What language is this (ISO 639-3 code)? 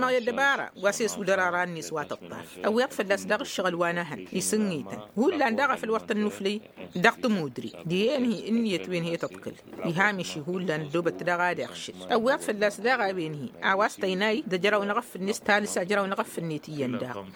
taq